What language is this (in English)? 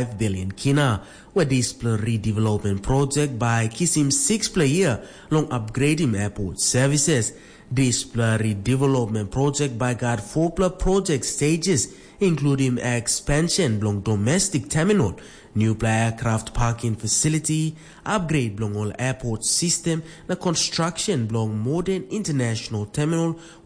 Tok Pisin